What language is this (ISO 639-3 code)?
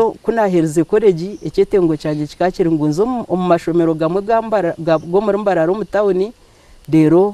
nyn